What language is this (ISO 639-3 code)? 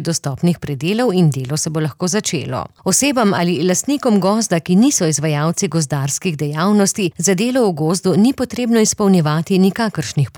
slv